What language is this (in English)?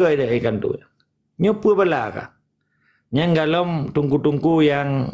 Achinese